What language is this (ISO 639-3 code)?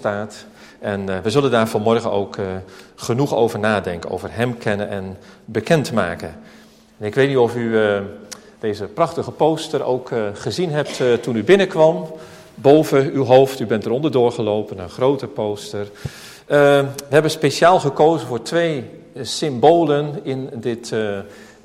nld